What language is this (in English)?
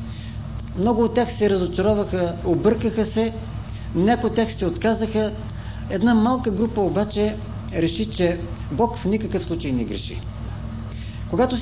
Bulgarian